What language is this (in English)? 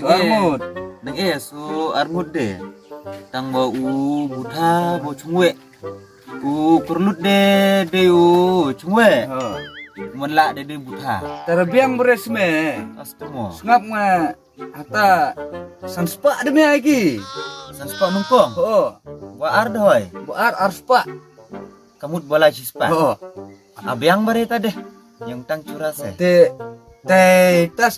Khasi